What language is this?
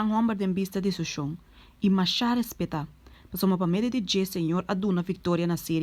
Papiamento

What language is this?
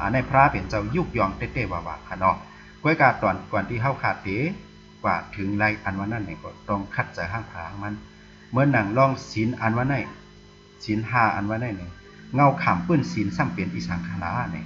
Shan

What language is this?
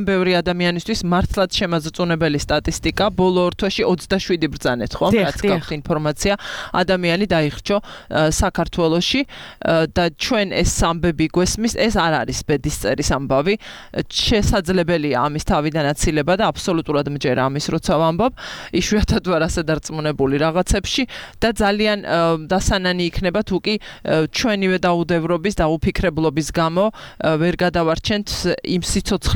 Georgian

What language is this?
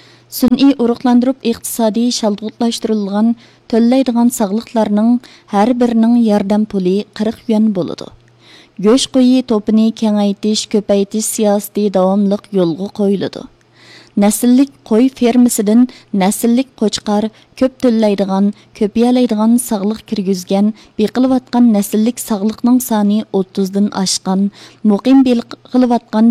Uyghur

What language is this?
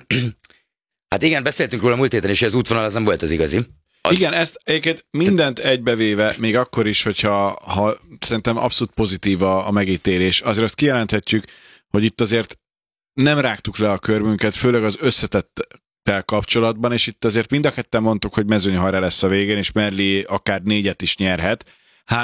Hungarian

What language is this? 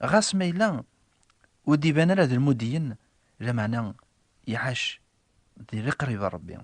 Kabyle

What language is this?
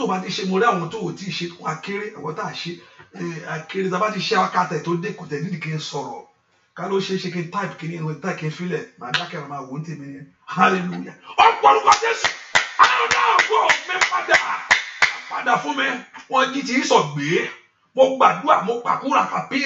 Yoruba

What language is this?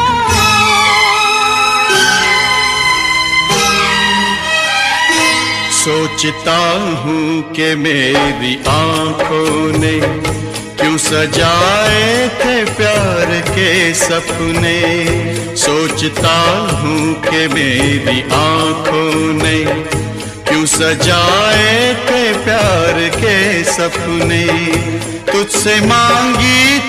Hindi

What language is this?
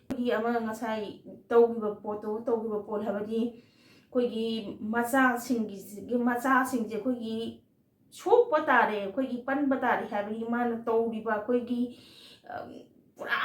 Manipuri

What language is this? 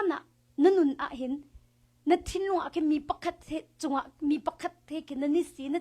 Hakha Chin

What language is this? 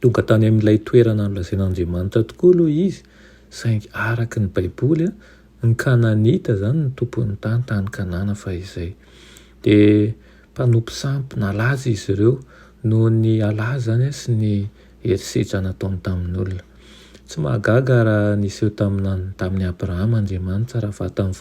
Malagasy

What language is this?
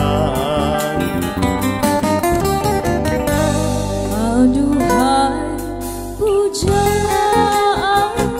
Malay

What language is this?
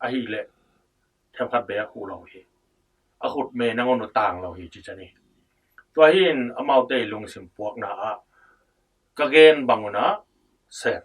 Tedim Chin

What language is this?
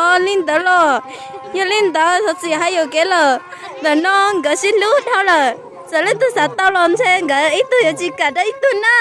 Hmong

